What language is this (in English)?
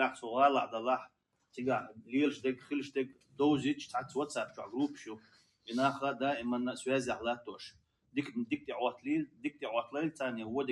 Chechen